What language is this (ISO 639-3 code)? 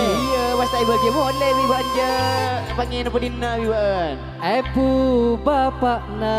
mad